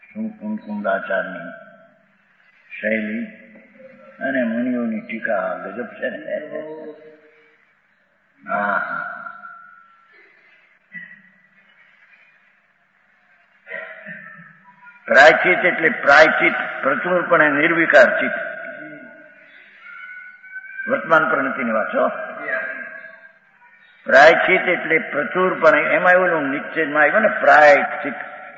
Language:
Gujarati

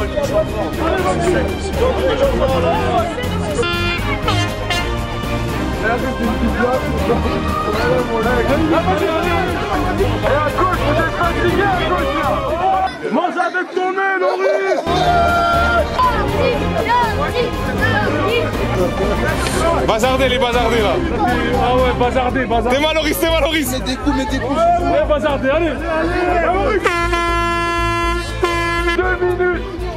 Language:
French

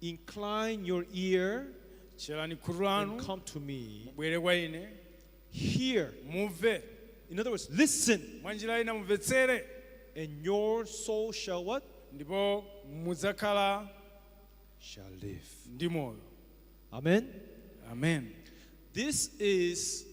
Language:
Nyanja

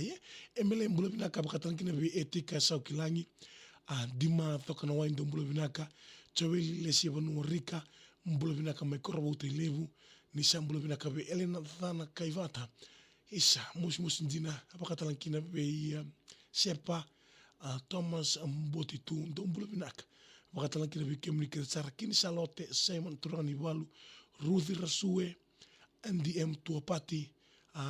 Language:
Fijian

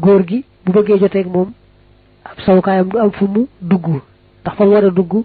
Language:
Wolof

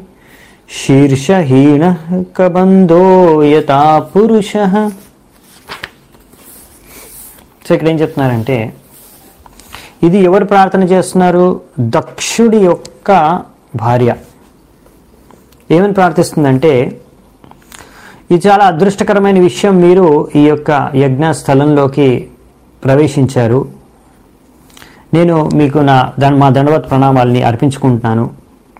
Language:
Telugu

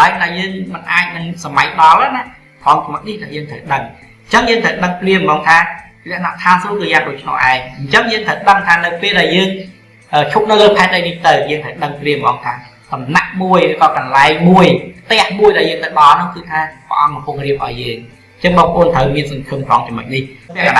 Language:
Khmer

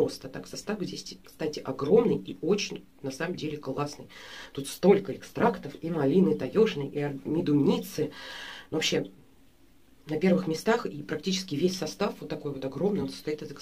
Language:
Russian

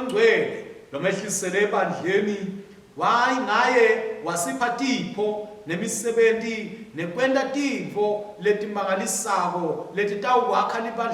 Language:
Swati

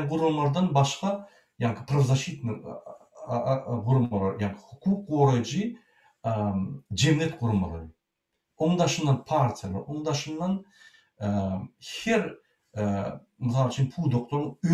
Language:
Turkmen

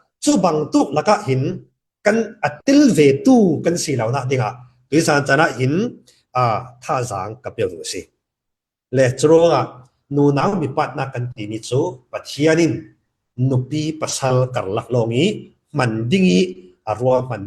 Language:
Falam Chin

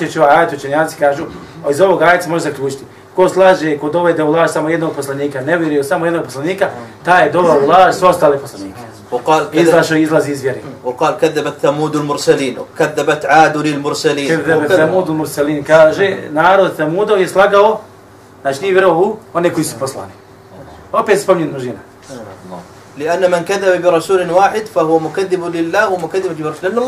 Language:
Bosnian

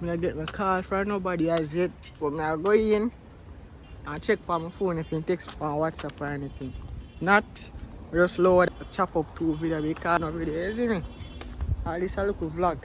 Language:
Jamaican Creole English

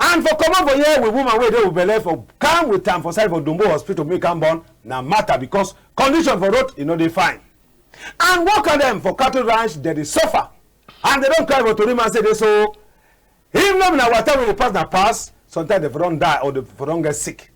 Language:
Cameroon Pidgin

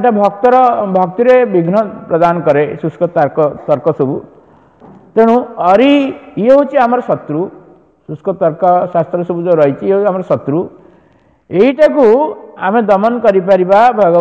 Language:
Odia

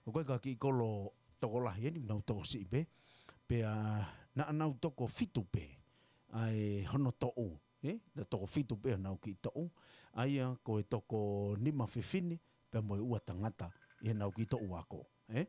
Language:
Tongan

